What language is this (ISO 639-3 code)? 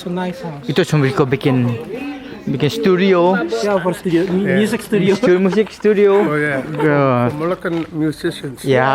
abs